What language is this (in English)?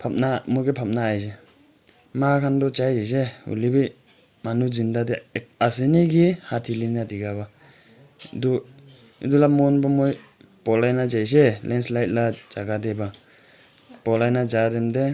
Naga Pidgin